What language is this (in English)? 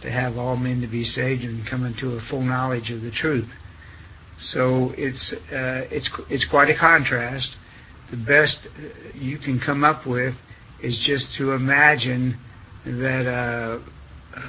English